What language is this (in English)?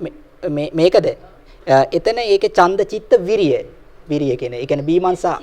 Sinhala